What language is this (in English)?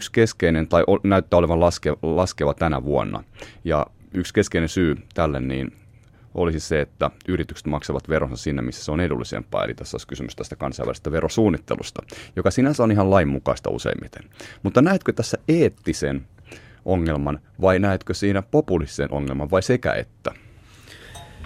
Finnish